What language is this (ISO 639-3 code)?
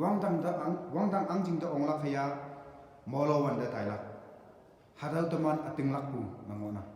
nbe